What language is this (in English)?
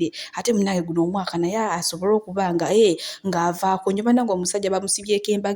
Ganda